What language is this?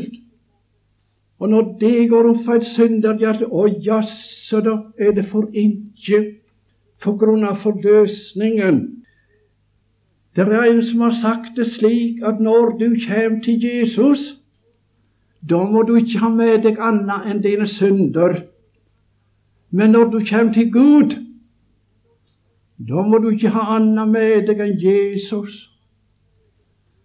Norwegian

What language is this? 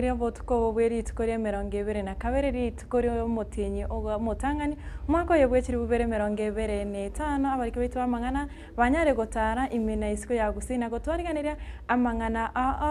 Gusii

